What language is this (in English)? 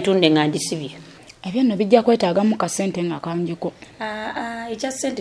Ganda